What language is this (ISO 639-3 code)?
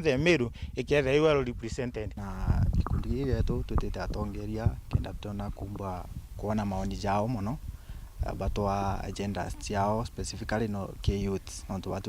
mer